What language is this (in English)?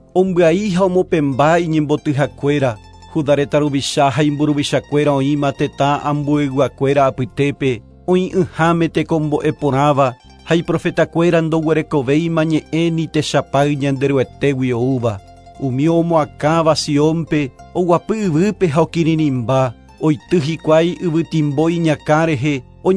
Guarani